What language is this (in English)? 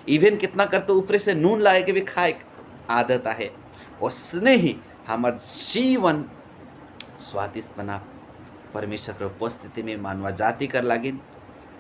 Sadri